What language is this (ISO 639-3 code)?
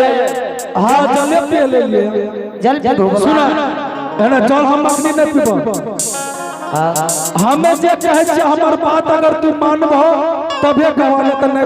anp